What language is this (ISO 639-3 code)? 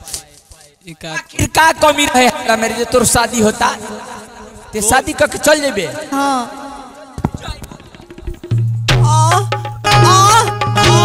bho